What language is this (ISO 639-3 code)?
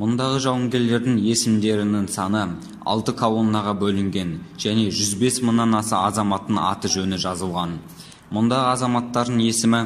kaz